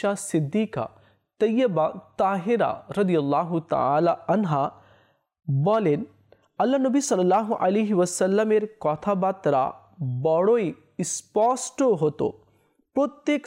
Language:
Bangla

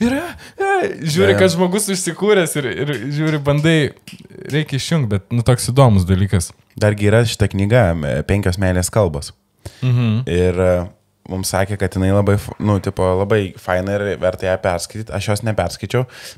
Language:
Lithuanian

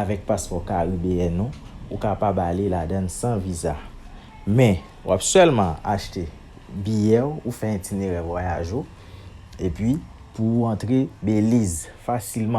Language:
Haitian Creole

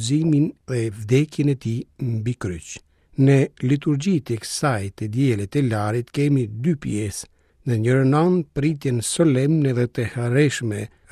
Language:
Albanian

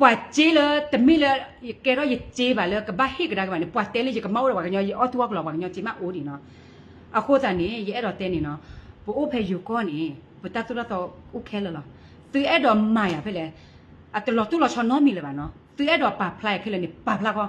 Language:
S'gaw Karen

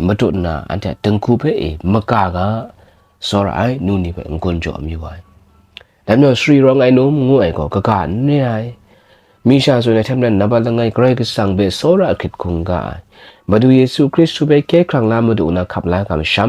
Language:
Kachin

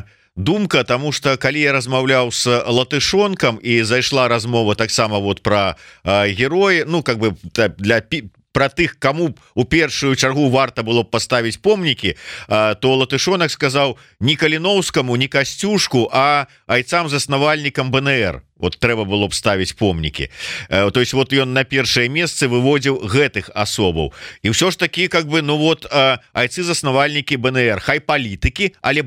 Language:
Belarusian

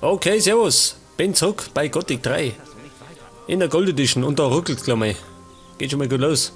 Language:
Bavarian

